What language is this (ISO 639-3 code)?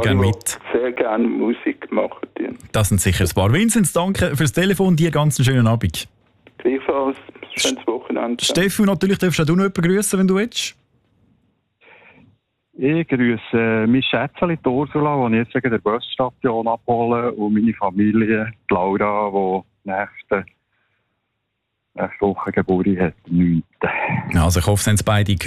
deu